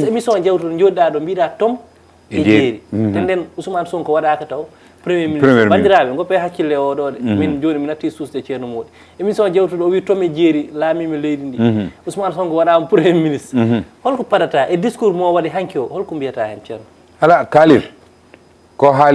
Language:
Fula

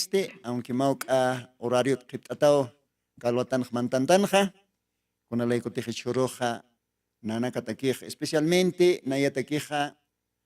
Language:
Aymara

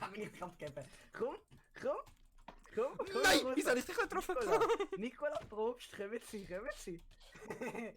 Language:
Swiss German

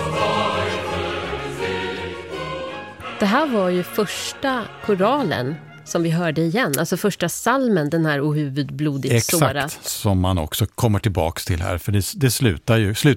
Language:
Swedish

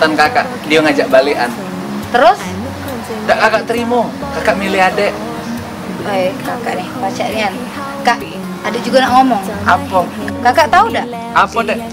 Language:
Musi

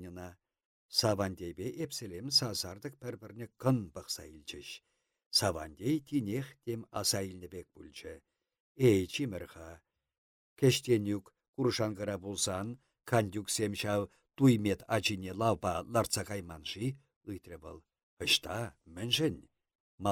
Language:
Chuvash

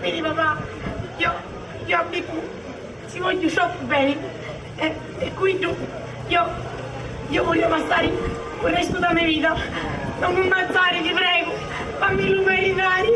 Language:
Sicilian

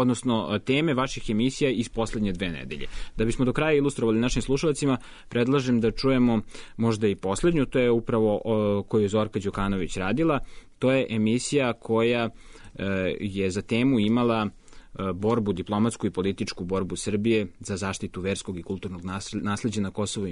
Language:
Serbian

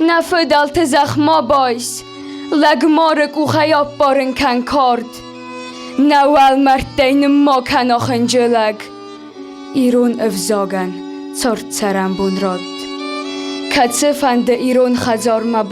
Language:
Ossetic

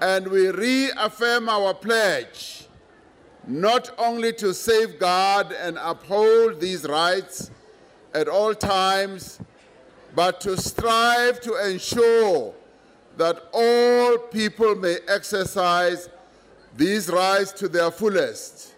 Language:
English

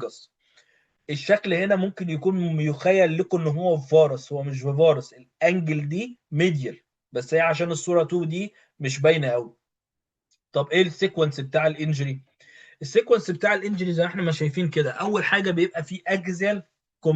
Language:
Egyptian Arabic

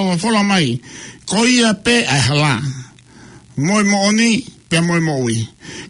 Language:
Tongan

